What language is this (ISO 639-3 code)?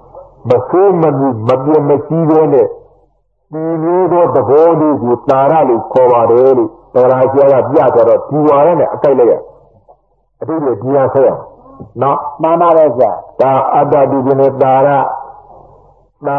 mya